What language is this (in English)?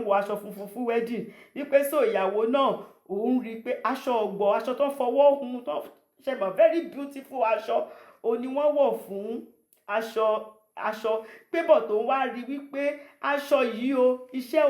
Yoruba